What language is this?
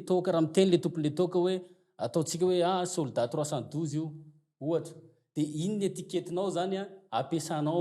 Malagasy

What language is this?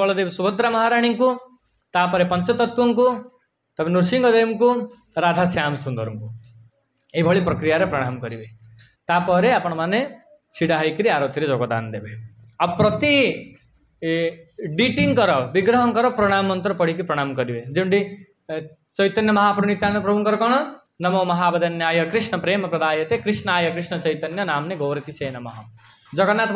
Odia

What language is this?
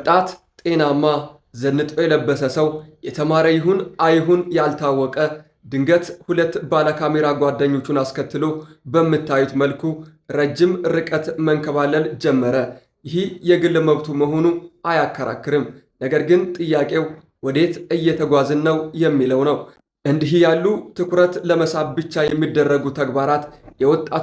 Amharic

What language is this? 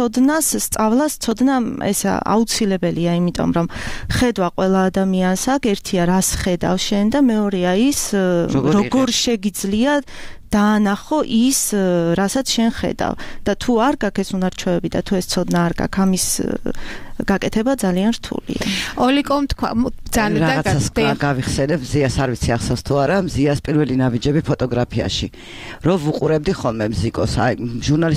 Georgian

